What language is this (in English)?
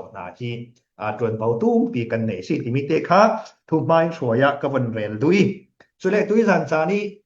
Falam Chin